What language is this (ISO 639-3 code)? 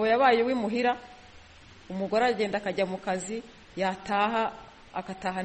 kin